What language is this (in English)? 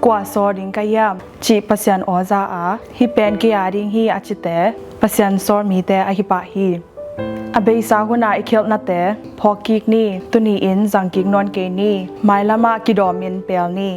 Tedim Chin